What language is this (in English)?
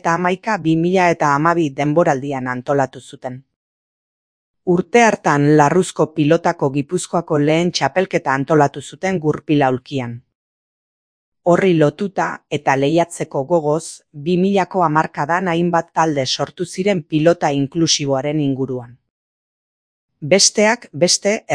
Basque